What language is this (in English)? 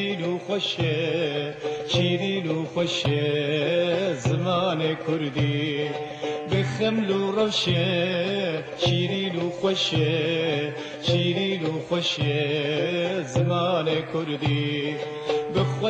Kurdish